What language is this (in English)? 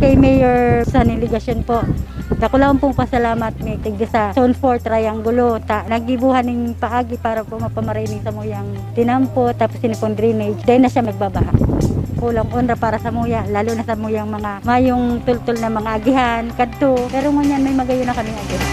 Bikol